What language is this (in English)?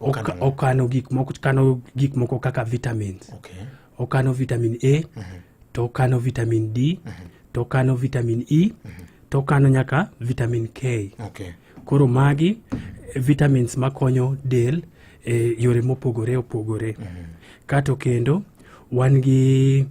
Luo (Kenya and Tanzania)